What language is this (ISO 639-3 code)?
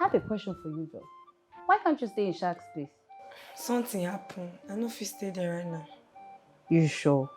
pcm